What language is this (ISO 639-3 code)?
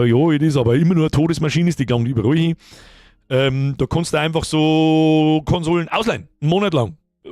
bar